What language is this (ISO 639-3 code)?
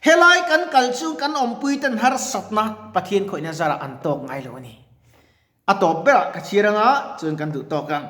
lus